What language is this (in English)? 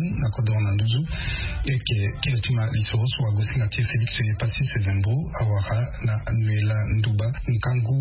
Sango